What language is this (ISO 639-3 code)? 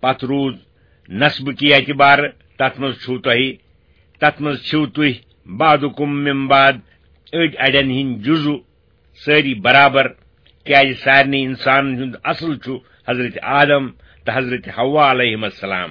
kas